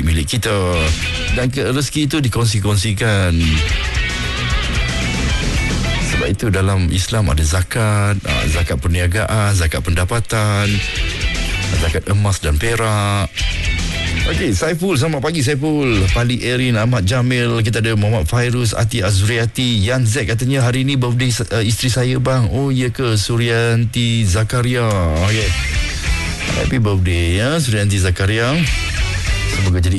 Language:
Malay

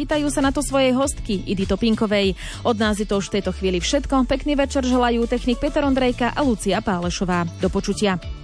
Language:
Slovak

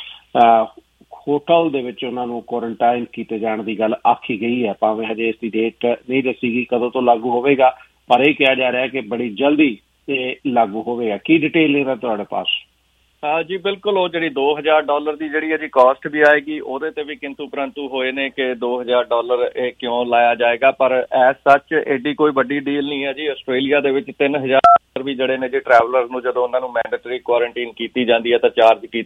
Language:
Punjabi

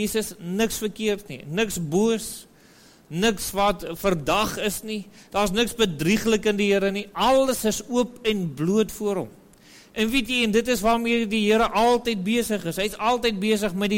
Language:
Afrikaans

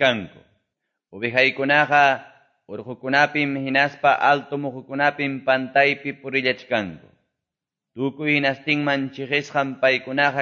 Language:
Quechua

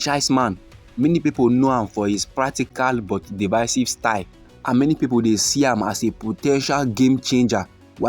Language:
Nigerian Pidgin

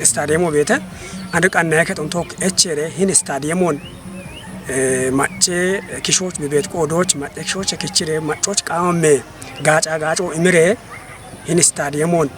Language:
Kafa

